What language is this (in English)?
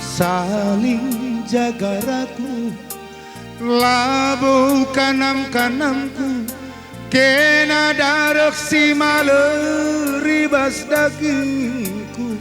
Batak Karo